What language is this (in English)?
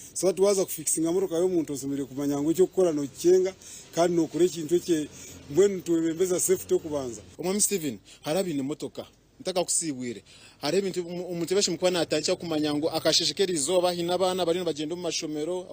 Nyankole